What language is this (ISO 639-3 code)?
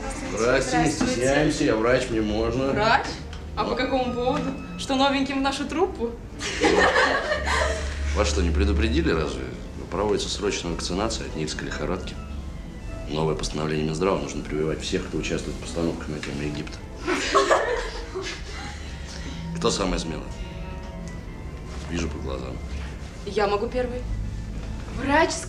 rus